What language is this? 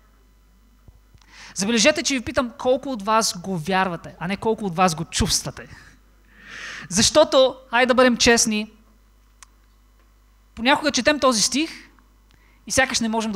Bulgarian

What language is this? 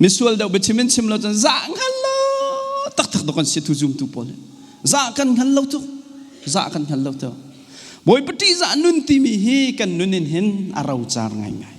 Hakha Chin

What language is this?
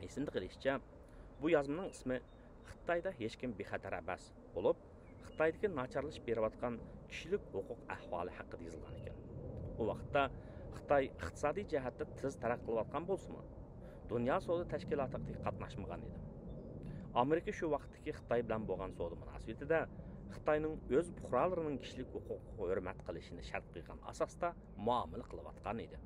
Uyghur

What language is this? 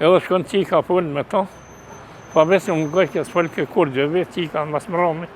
Albanian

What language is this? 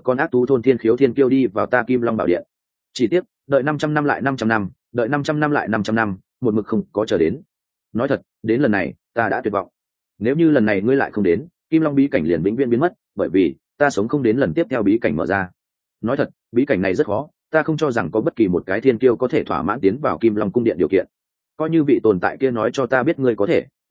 Vietnamese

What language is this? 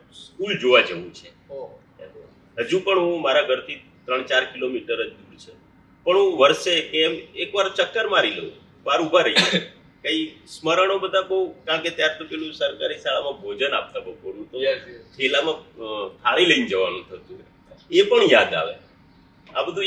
Gujarati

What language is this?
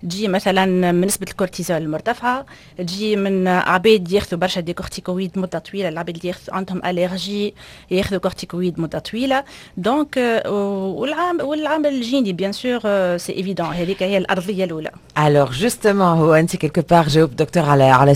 Tunisian Arabic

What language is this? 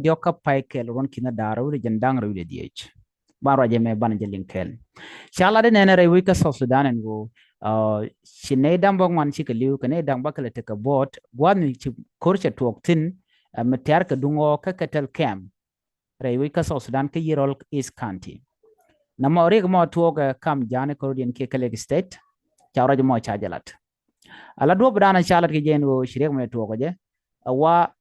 Nuer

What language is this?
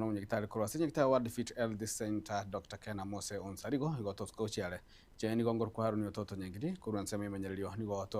Gusii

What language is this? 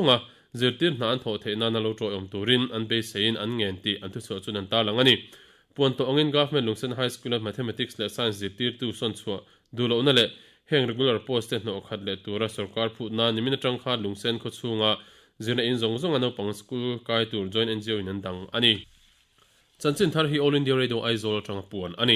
Mizo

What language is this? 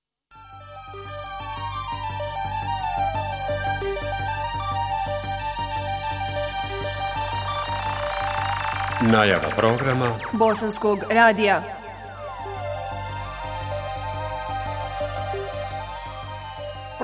Bosnian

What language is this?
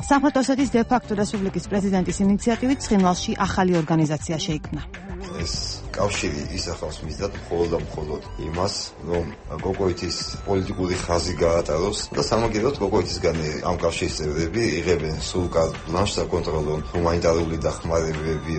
Georgian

